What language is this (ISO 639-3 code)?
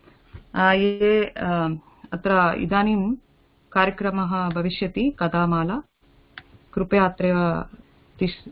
san